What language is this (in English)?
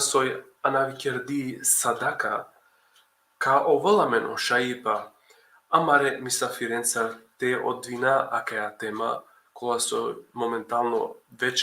Balkan Romani